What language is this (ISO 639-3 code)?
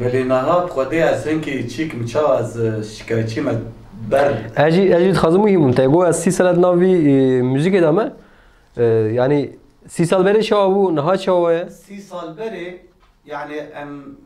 kur